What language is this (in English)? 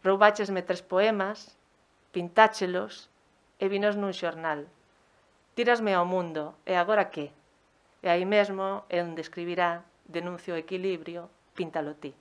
Galician